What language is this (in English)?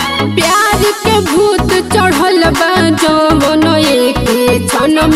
Bhojpuri